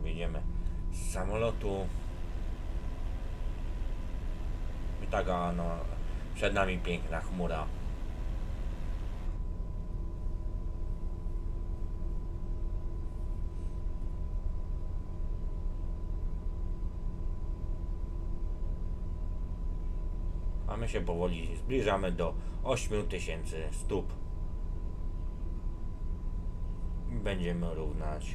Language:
Polish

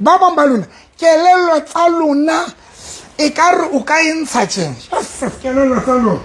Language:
Southern Sotho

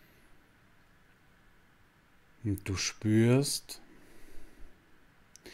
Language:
German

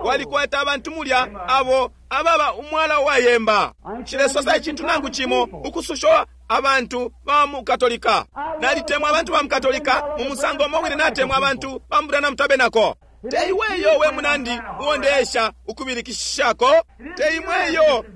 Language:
Bemba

